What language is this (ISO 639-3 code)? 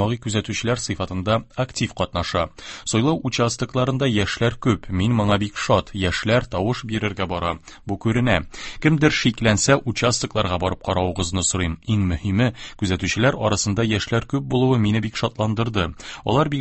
tat